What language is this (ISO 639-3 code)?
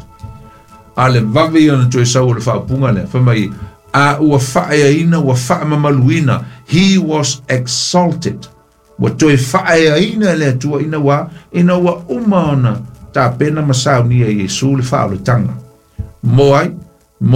smo